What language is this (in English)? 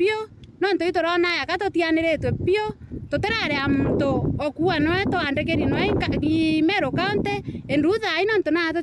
Meru